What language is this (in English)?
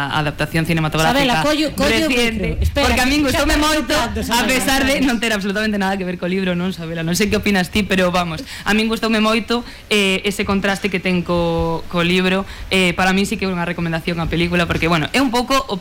Galician